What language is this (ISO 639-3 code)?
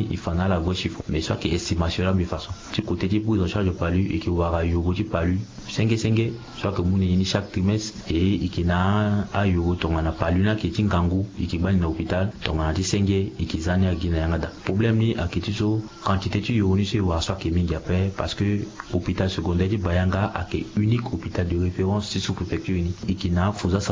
sag